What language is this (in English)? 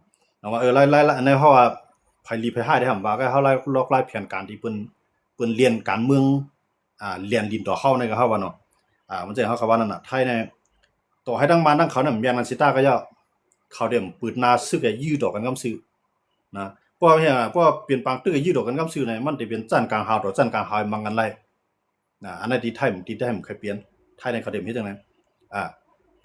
Shan